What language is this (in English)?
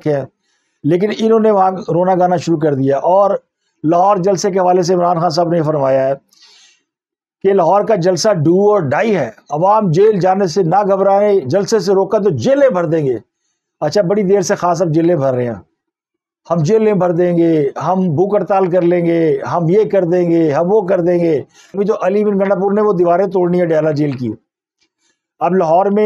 Urdu